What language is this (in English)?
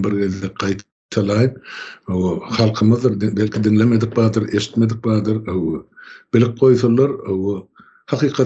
Turkmen